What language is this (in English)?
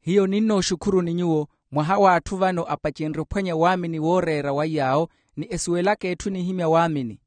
Makhuwa